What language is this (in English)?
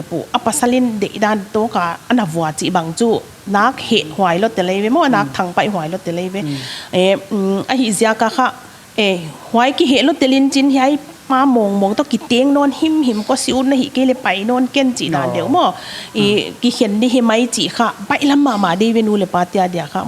Paite Chin